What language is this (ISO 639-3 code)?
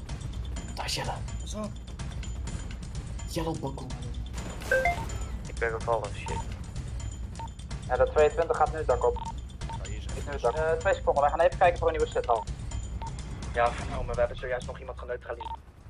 nld